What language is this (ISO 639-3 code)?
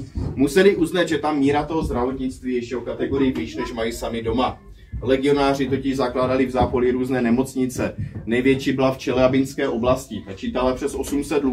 ces